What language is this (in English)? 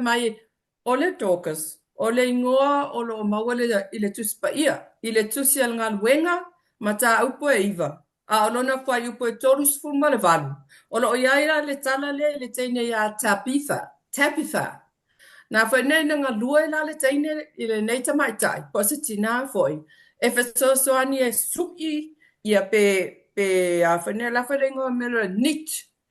Samoan